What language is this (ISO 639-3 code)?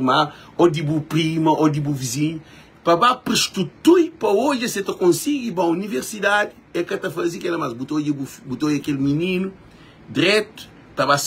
kea